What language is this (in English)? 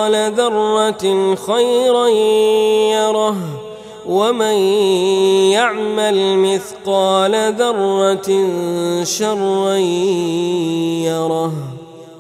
Arabic